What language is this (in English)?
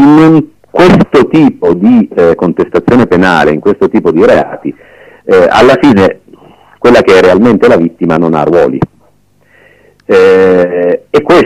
Italian